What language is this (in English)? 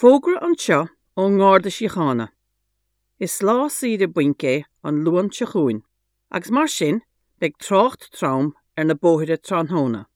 Irish